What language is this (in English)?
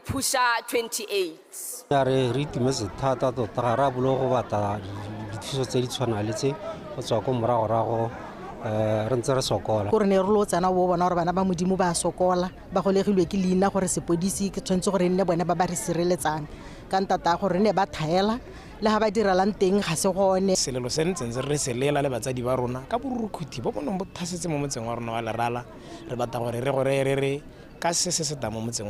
Tswana